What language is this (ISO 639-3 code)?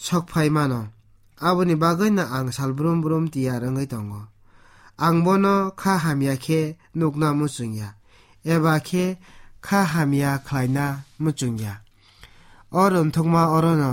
trp